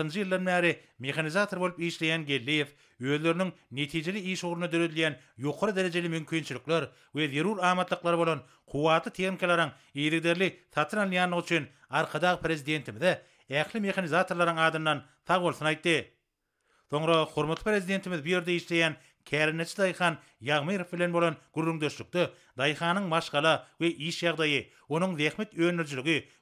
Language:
Turkmen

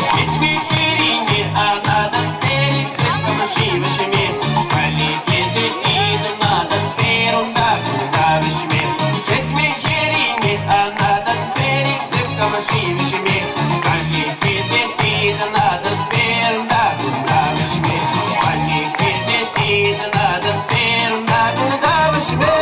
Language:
Chuvash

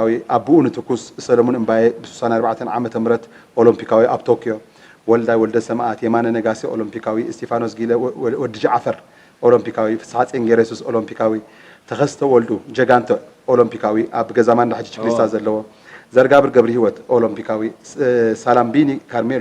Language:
Tigrinya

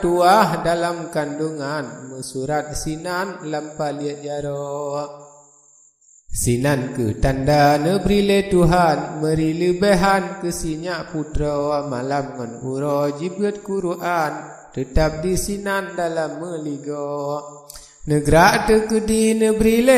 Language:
Achinese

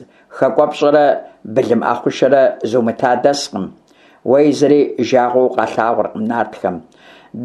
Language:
Kabardian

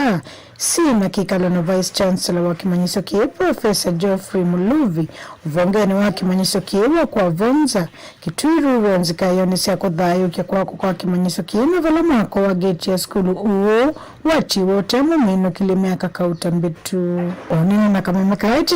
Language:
Kamba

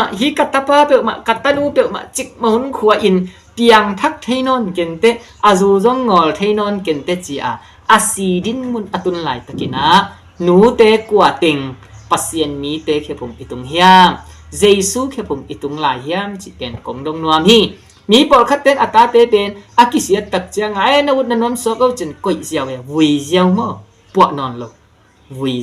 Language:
Tedim Chin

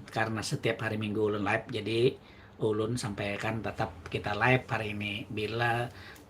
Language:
Banjar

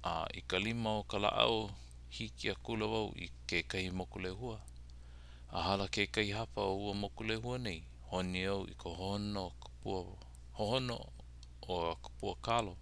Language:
Hawaiian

